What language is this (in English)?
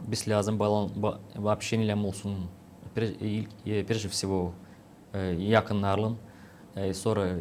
Gagauz